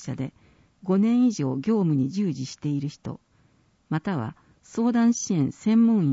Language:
Japanese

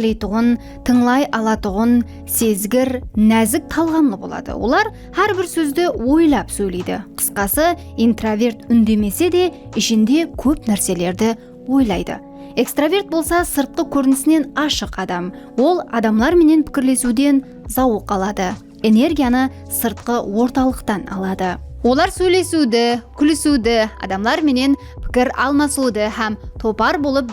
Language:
Kara-Kalpak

